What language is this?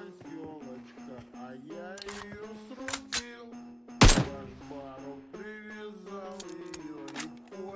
Yakut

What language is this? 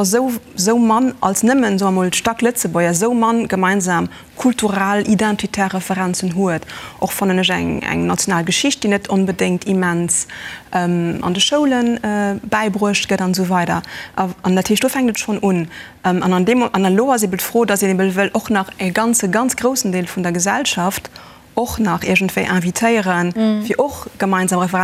Luxembourgish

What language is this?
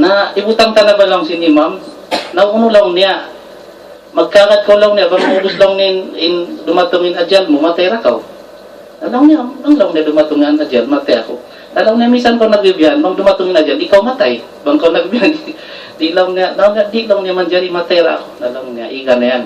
Tausug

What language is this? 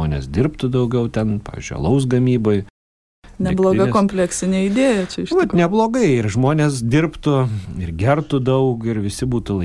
Lithuanian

